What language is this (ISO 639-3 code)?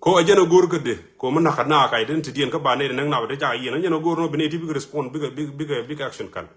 nus